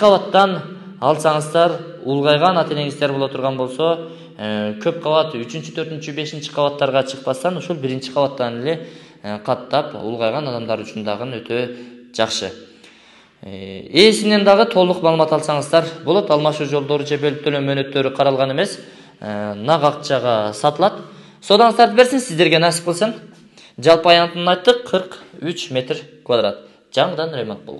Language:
Kyrgyz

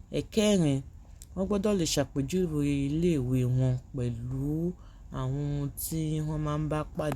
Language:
Yoruba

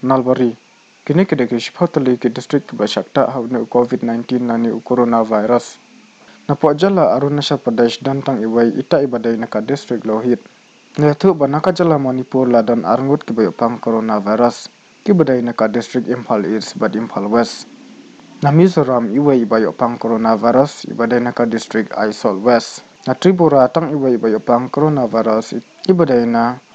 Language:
Khasi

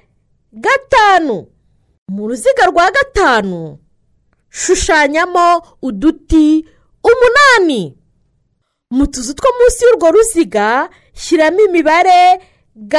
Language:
Kinyarwanda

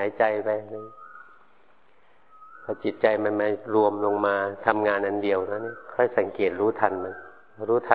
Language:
Thai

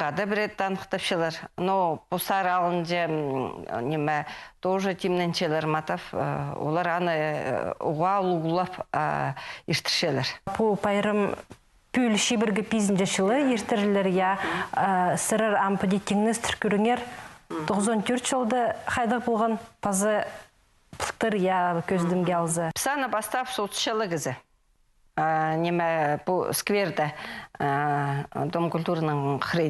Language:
Khakas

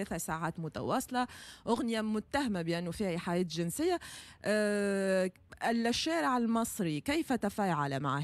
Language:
Tunisian Arabic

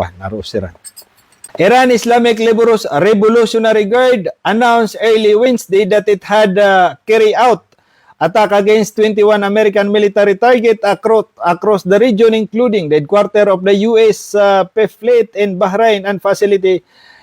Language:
Maranao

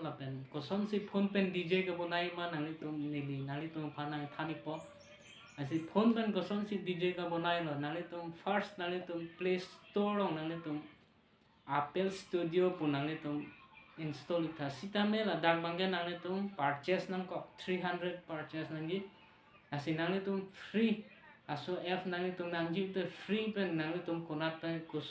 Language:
Karbi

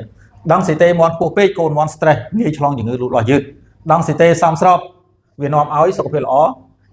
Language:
Khmer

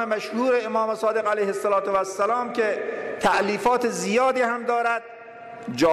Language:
Persian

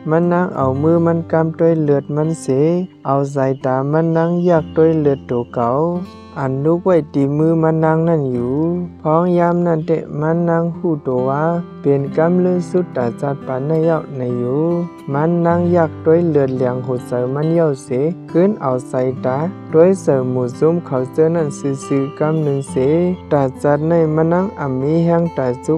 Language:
Shan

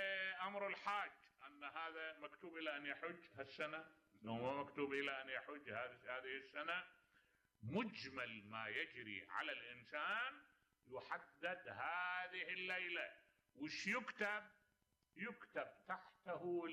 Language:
Mesopotamian Arabic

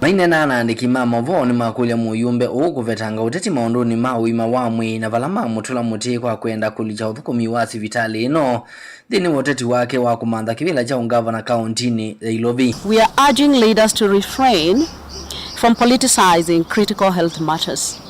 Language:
Kamba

